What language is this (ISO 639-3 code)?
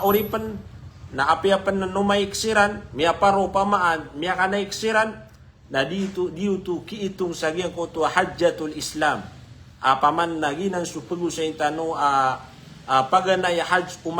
mrw